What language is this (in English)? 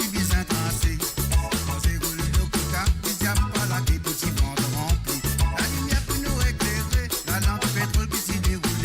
Morisyen